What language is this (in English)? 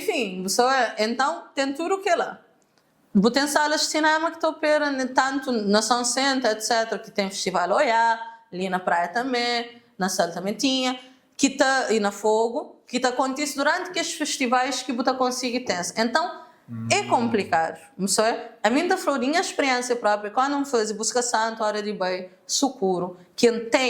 Kabuverdianu